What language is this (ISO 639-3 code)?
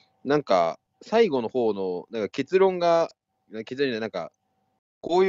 jpn